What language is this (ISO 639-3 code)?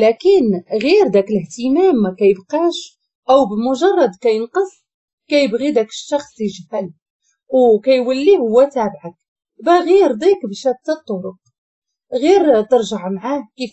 ary